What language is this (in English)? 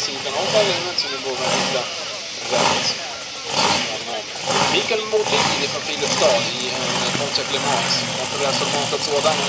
Swedish